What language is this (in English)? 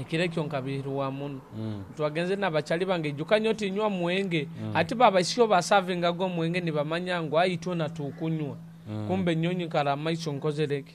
Nyoro